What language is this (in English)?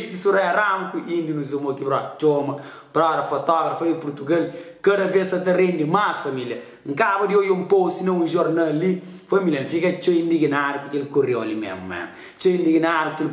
Kabuverdianu